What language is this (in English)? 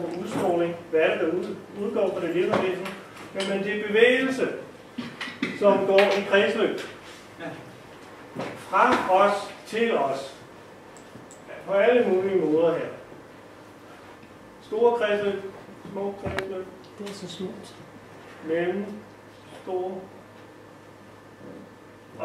Danish